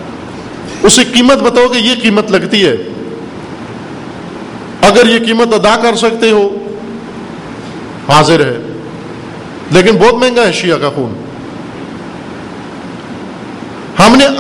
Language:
Urdu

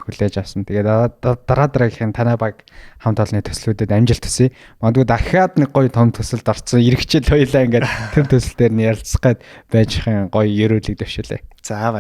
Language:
Mongolian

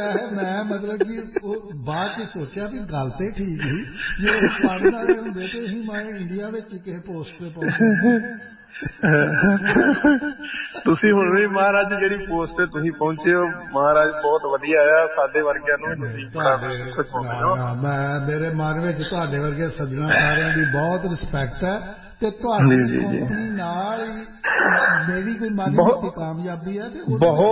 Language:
Punjabi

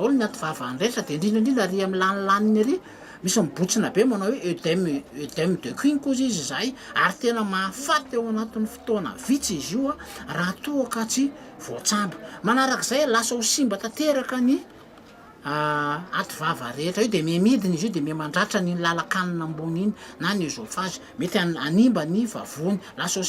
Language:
Malagasy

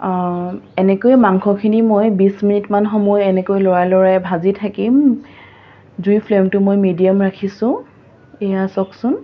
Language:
Assamese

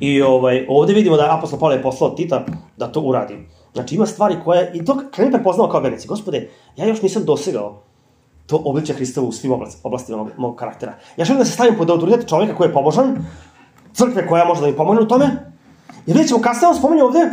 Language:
Serbian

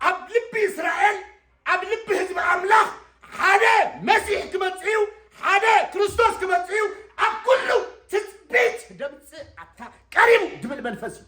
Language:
Tigrinya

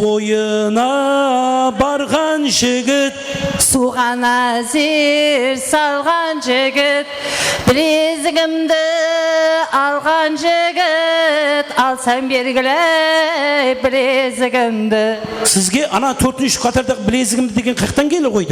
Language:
Kara-Kalpak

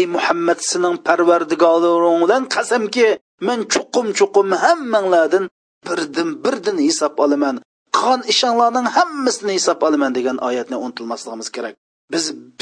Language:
Uyghur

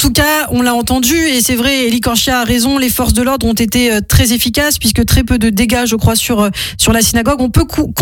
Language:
French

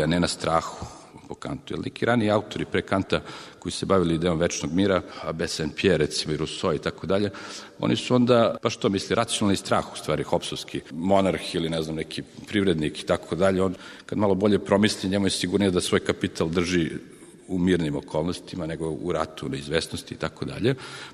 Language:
Serbian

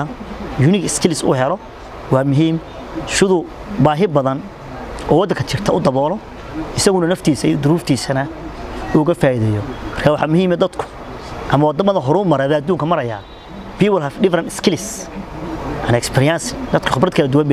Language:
Somali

